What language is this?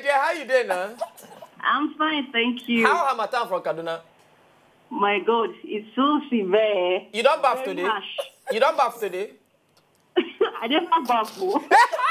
Nigerian Pidgin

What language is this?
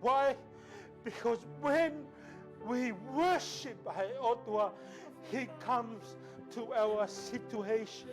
Tongan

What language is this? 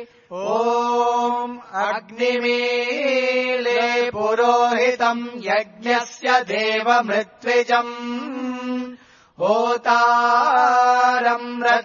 Sanskrit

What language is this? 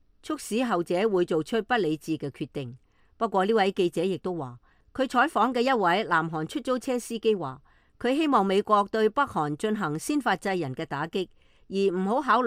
Cantonese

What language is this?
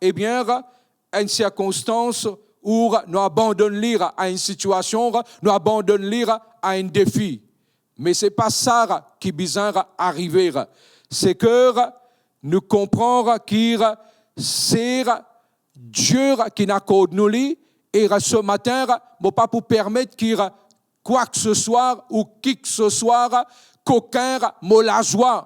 Morisyen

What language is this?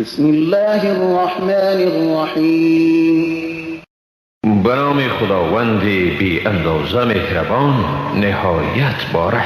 Persian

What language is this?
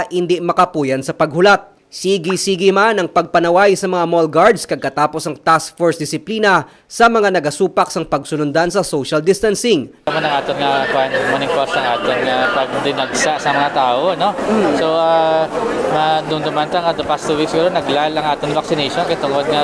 Hiligaynon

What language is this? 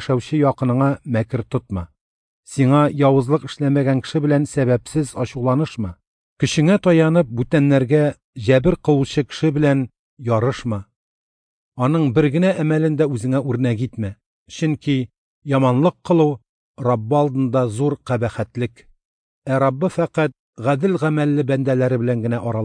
Tatar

